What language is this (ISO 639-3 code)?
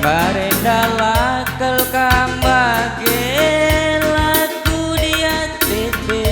btx